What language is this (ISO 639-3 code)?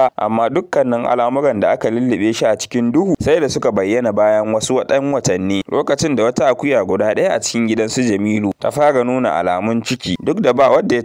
hau